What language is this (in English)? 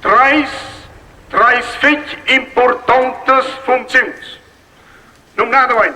Romansh